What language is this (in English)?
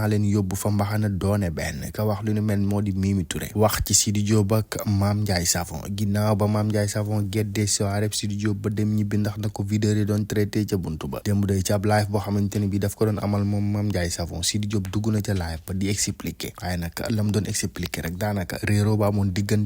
Wolof